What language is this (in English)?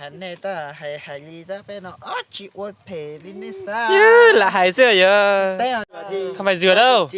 Hmong